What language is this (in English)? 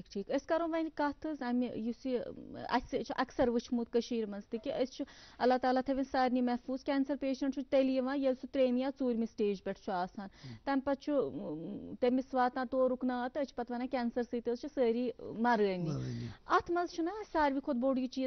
Kashmiri